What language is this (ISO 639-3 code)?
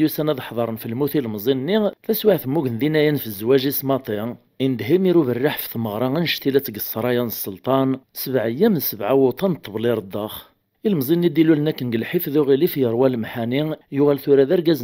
kab